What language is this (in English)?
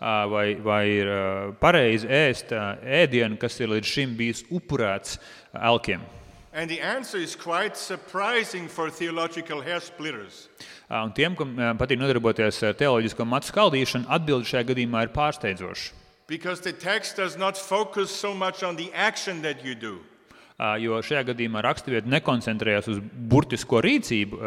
Latvian